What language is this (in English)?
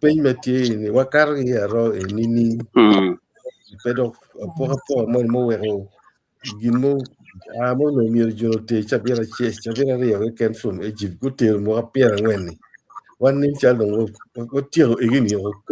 Acoli